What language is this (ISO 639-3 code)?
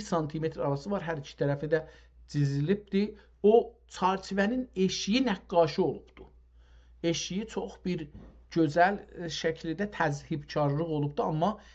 azb